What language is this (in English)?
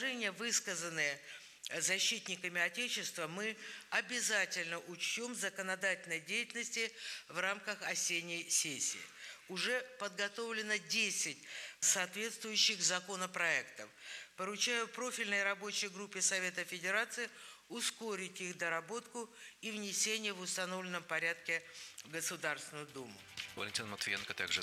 Russian